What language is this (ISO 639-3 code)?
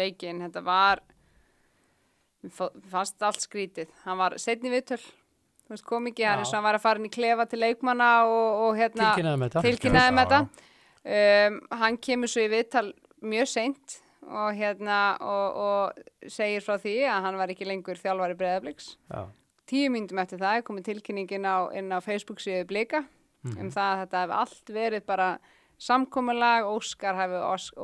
isl